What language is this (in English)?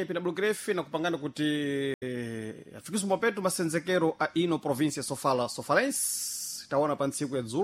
Sena